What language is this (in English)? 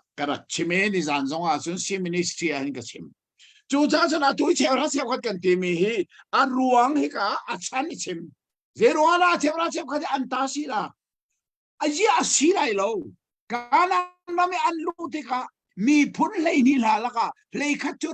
Hakha Chin